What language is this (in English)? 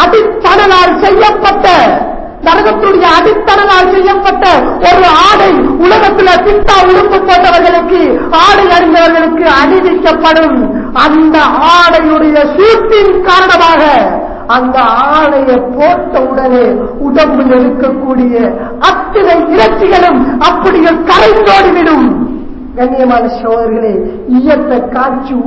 Tamil